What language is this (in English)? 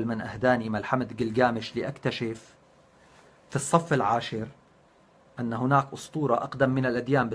North Levantine Arabic